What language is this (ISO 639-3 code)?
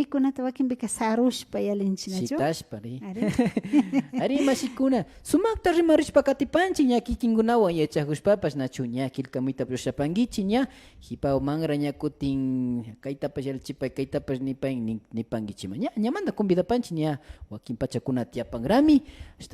qvi